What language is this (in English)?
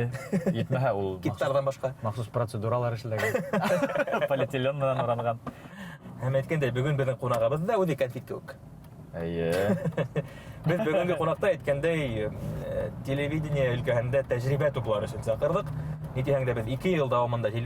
Bashkir